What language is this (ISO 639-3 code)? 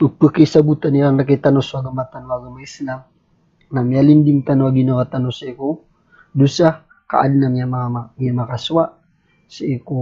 mrw